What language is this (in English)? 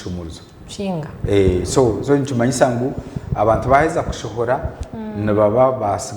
Nyankole